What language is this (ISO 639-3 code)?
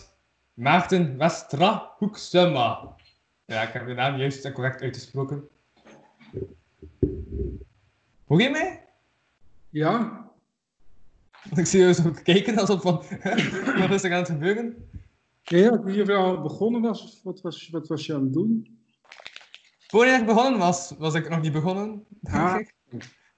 nld